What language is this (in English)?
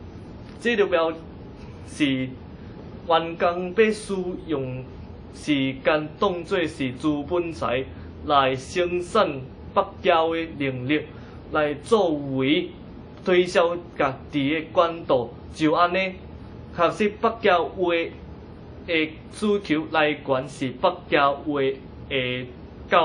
Min Nan Chinese